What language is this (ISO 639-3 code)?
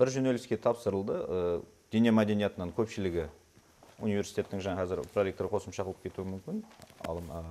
kaa